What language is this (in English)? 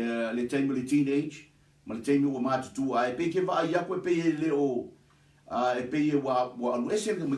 Samoan